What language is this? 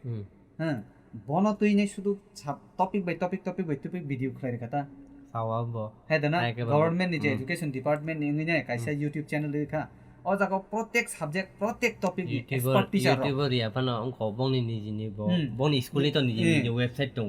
Kok Borok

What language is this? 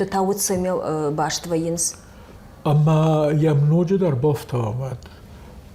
Ossetic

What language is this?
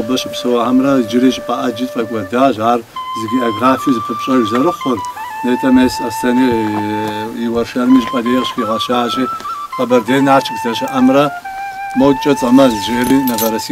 Kabardian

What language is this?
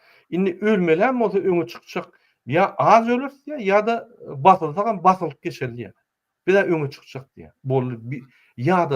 Turkmen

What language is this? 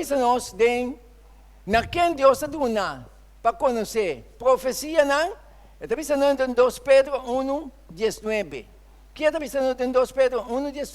Papiamento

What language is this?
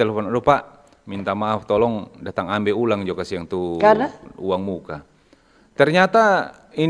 Manado Malay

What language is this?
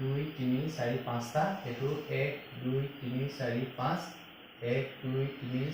Assamese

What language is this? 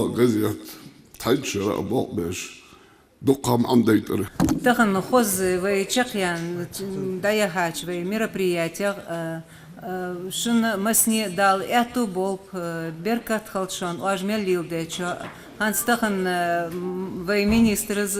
Ingush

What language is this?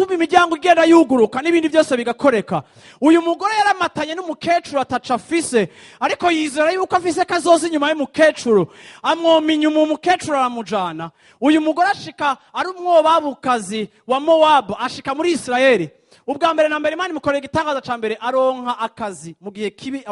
Rundi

